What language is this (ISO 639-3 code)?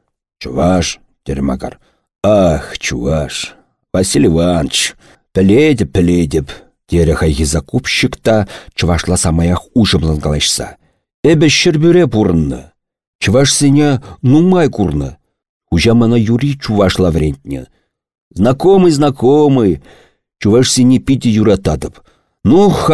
chv